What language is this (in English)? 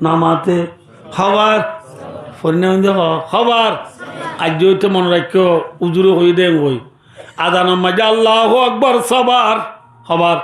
Rohingya